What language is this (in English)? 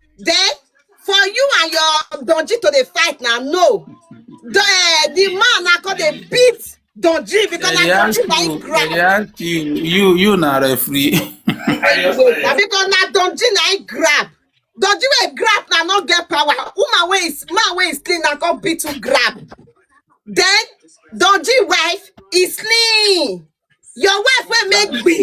Nigerian Pidgin